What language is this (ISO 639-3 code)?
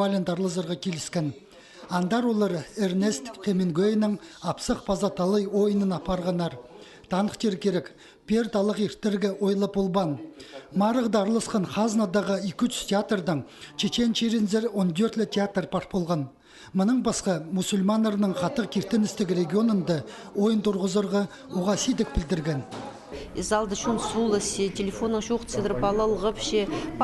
kjh